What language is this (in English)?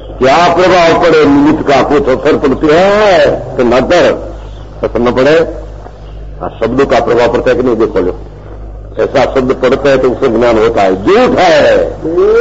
Hindi